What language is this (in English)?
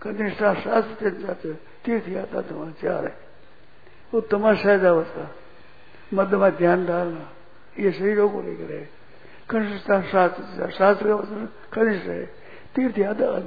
Hindi